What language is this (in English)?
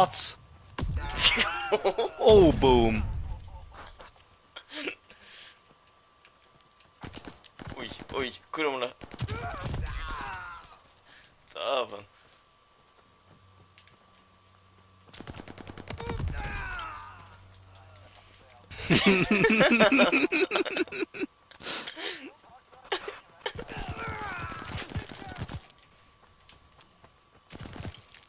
Norwegian